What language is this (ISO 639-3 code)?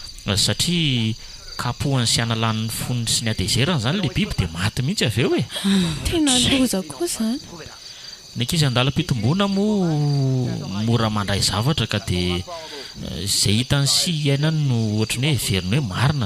mlg